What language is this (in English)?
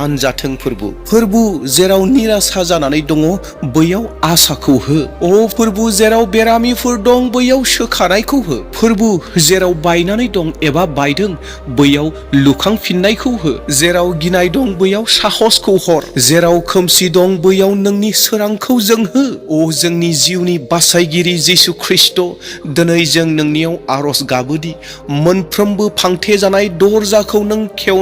Bodo